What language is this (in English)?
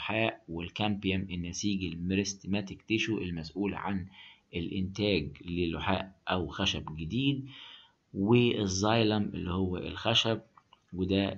Egyptian Arabic